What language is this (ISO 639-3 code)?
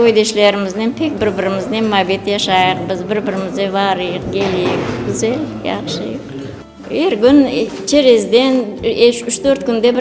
crh